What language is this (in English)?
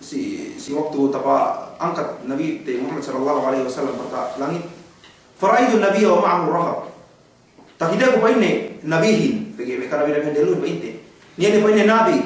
Yakan